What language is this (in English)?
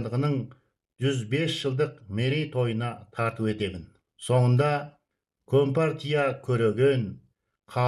Kazakh